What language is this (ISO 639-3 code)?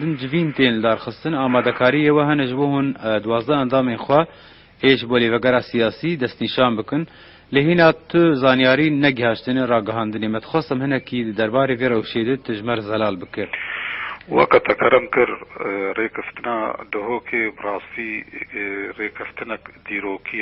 kur